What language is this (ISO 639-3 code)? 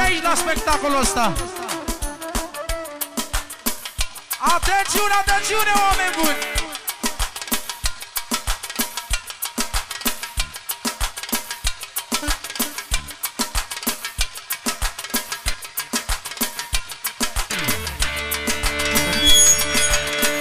ron